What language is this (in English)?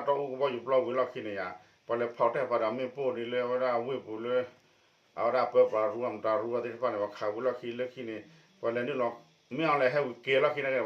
S'gaw Karen